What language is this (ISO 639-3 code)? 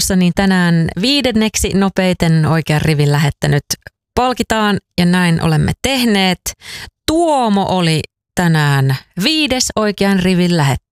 fin